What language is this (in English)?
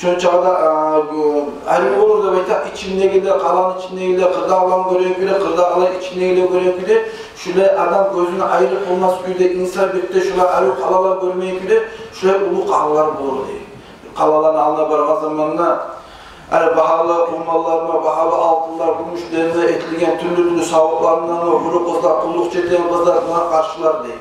Kumyk